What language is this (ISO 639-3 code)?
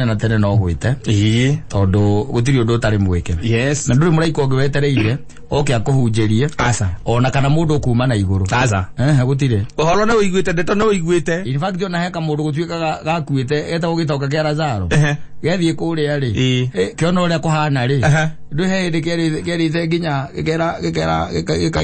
kik